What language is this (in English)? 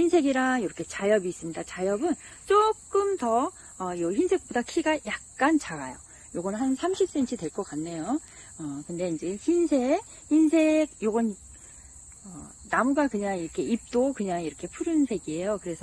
Korean